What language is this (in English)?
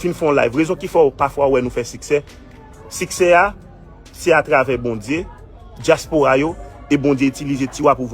Haitian Creole